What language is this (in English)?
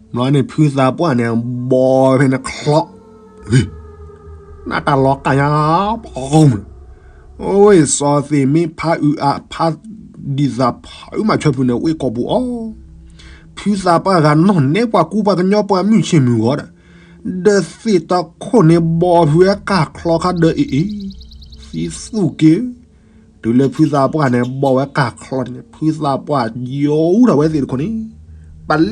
S'gaw Karen